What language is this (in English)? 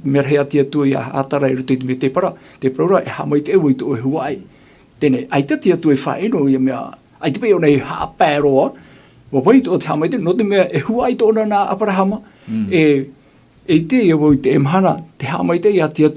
Tahitian